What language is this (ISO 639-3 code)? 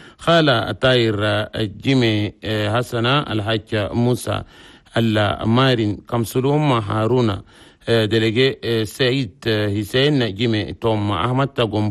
shu